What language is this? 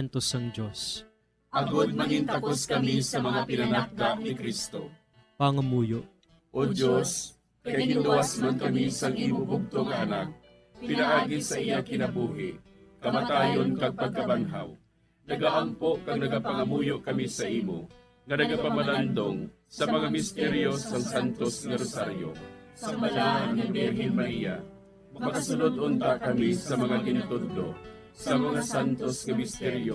Hiligaynon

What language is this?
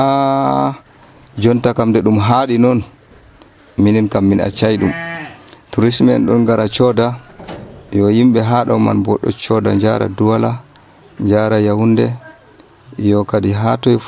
Nigerian Fulfulde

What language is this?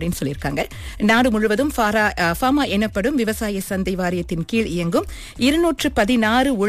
Tamil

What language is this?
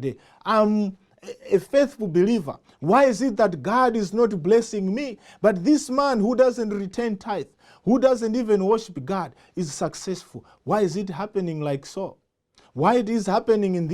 English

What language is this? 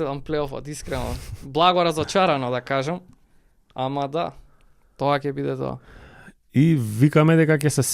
Macedonian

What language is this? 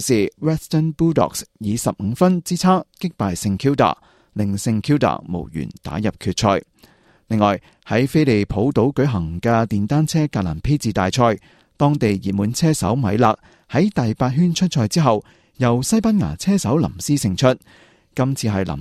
Cantonese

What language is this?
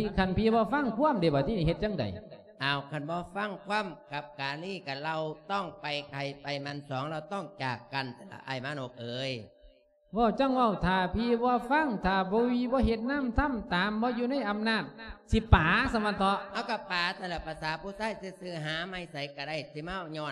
Lao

